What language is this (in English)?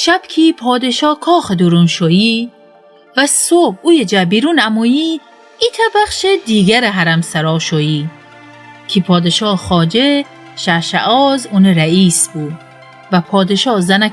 Gilaki